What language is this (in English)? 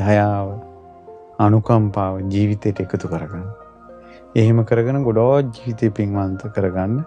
Sinhala